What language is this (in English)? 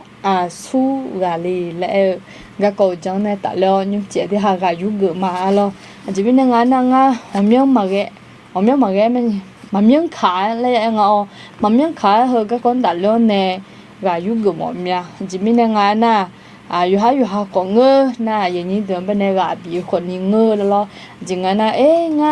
Akha